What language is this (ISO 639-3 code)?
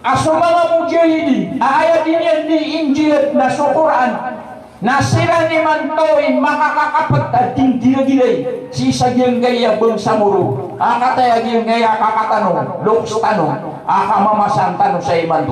mrw